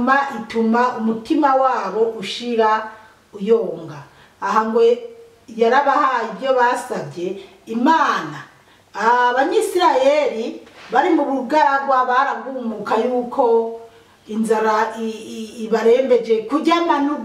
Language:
Rundi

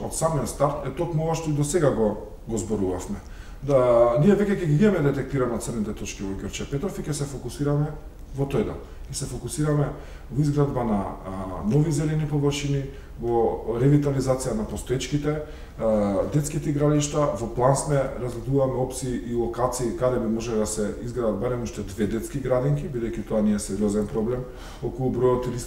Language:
Macedonian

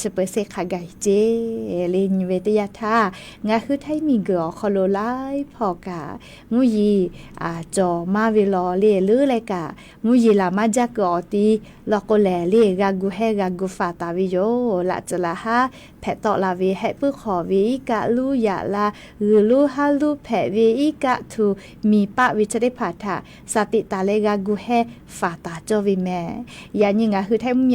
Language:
Lahu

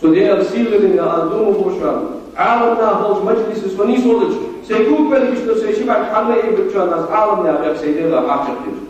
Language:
Ingush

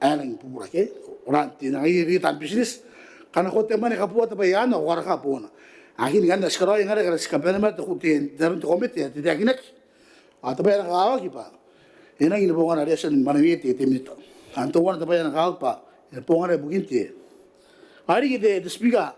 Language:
Gilbertese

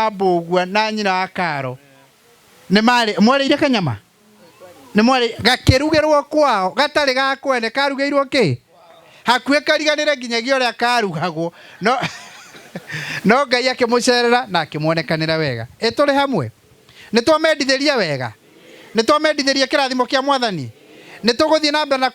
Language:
Kikuyu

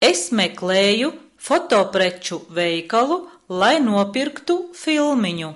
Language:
Latvian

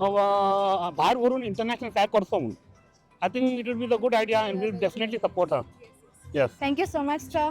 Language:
Konkani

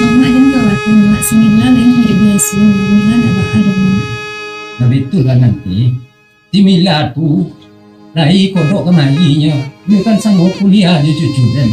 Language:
Minangkabau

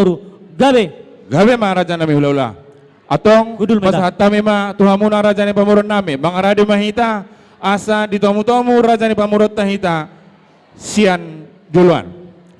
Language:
Batak Toba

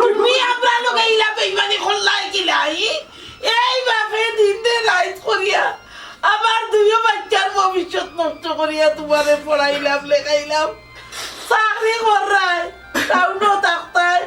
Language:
Sylheti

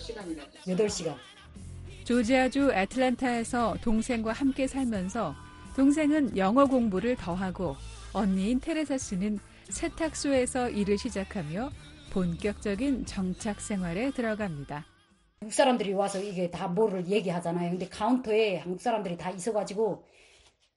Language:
Korean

